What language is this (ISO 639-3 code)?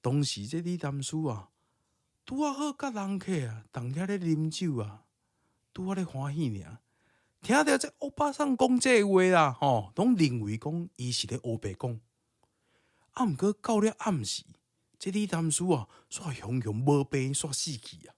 nan